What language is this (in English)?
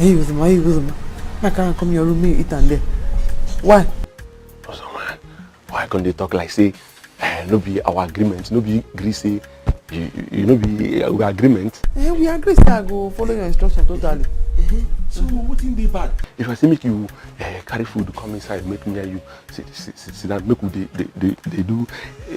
Nigerian Pidgin